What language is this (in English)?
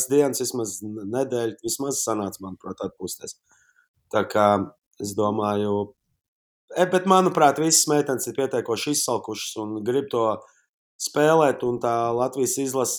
Latvian